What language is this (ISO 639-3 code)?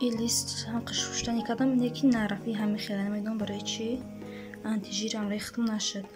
tgk